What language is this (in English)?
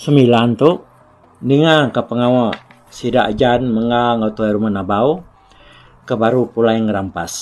Iban